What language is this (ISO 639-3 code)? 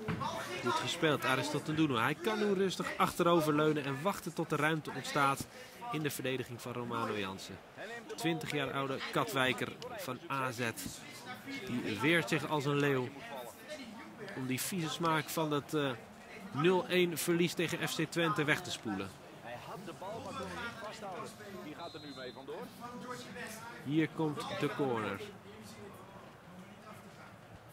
nld